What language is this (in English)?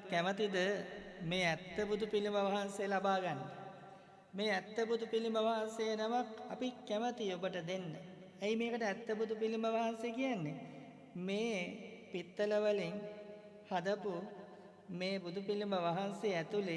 Sinhala